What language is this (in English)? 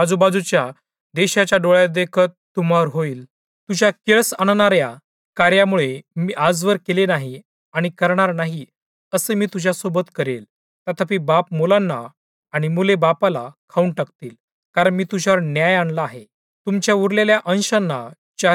Marathi